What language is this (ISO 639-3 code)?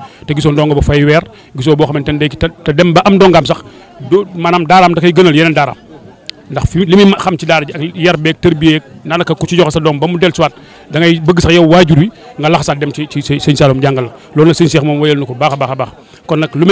wol